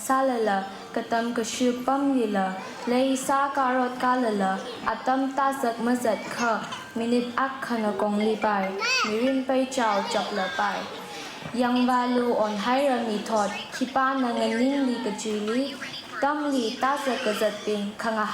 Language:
Tangkhul Naga (India)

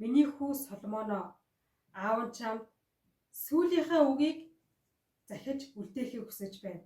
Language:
Mongolian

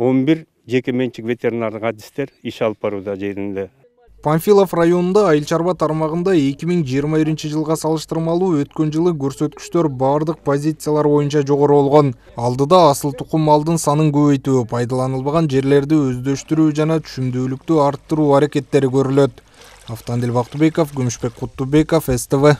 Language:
Kyrgyz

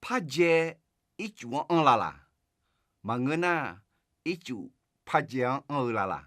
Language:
Akha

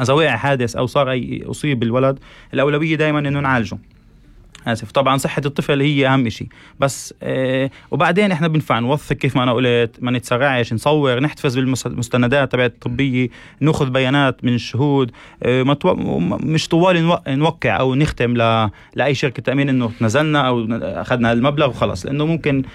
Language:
North Levantine Arabic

